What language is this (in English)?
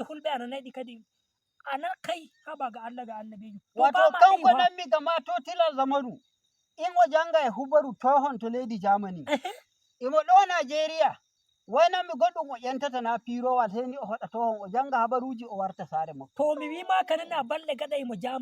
Nigerian Fulfulde